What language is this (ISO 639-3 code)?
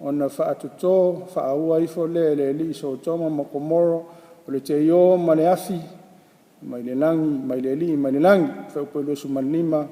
smo